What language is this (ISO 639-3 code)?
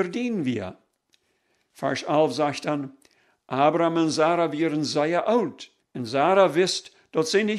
pdt